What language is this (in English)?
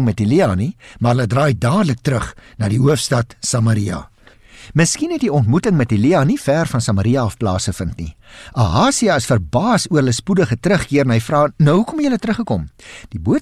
Afrikaans